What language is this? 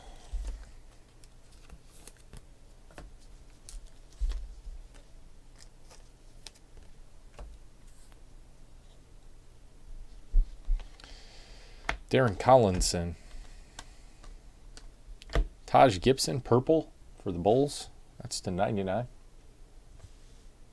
English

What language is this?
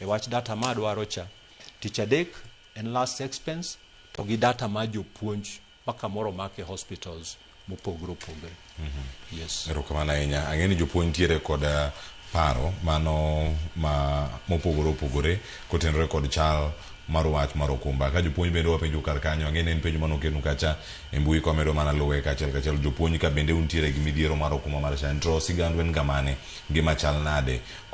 Luo (Kenya and Tanzania)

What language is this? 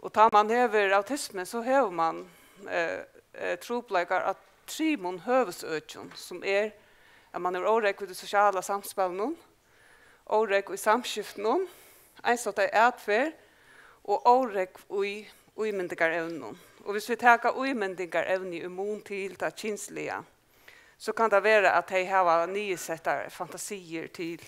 Faroese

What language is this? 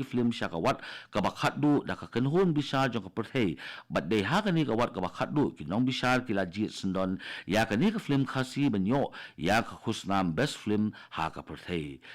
Khasi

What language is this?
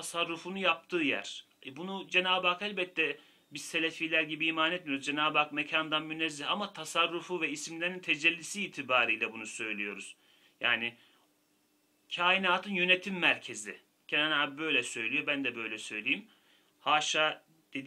Turkish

